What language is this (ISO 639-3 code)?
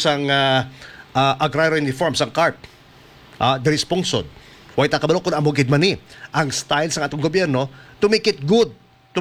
hil